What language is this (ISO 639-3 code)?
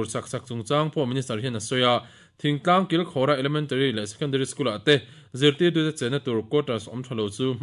lus